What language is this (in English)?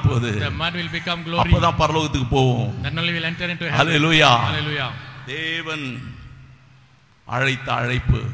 Tamil